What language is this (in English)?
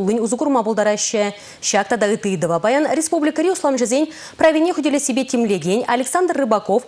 Chuvash